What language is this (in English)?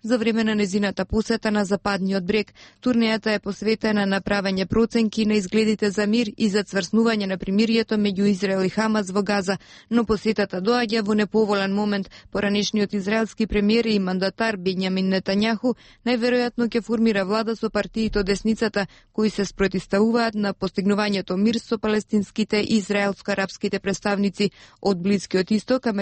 Macedonian